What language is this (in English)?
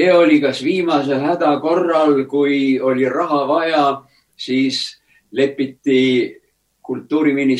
Estonian